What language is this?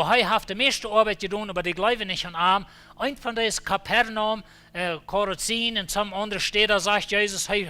Plautdietsch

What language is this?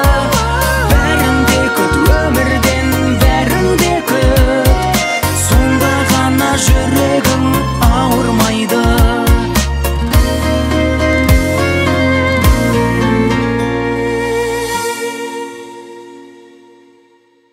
Kazakh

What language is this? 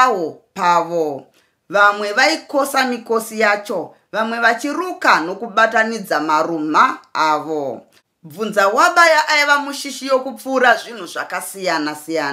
Shona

